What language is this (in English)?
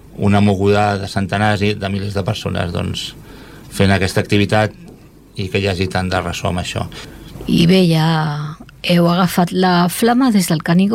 Catalan